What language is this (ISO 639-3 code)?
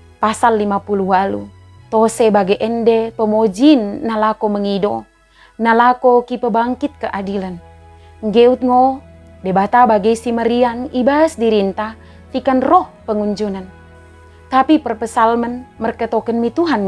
btd